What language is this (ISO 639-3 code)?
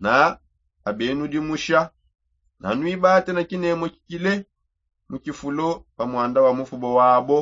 sop